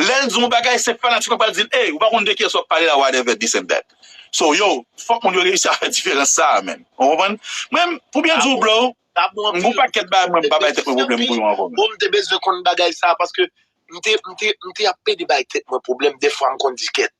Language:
Haitian Creole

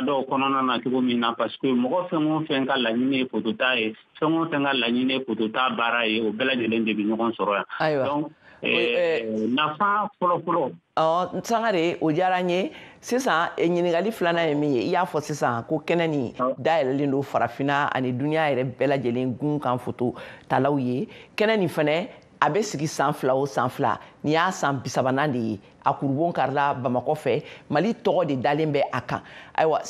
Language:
Bambara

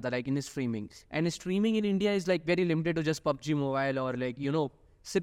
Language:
Hindi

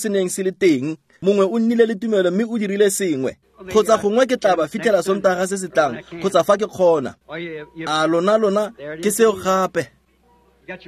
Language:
Tswana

